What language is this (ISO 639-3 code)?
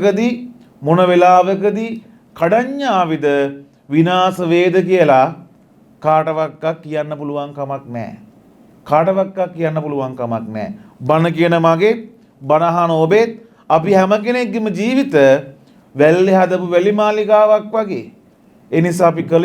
sin